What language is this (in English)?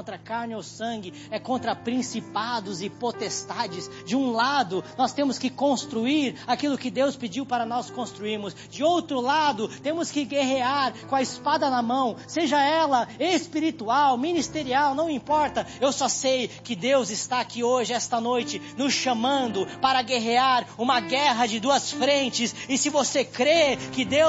Portuguese